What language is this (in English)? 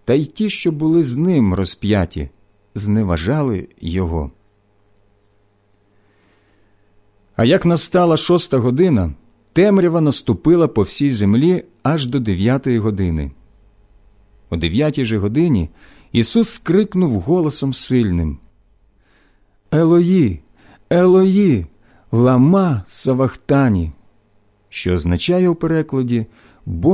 Ukrainian